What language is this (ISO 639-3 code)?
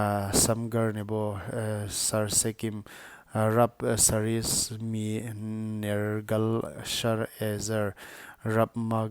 pck